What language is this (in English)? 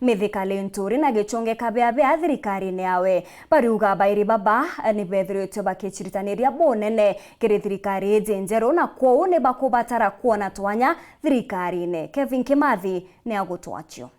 Meru